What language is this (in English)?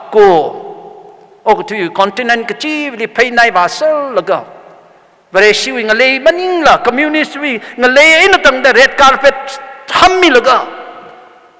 Tangkhul Naga (India)